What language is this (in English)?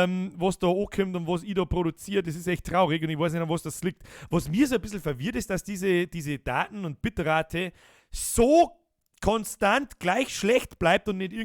Bavarian